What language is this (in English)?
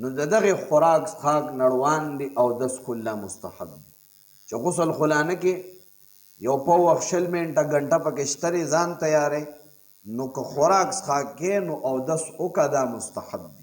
Pashto